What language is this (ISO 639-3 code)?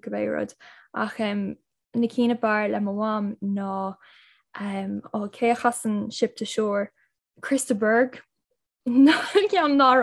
gle